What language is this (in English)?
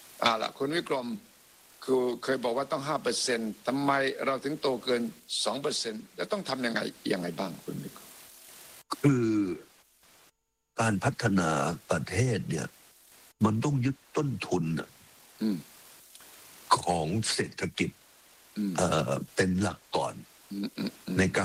Thai